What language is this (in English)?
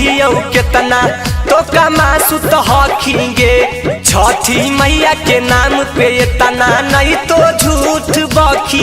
Magahi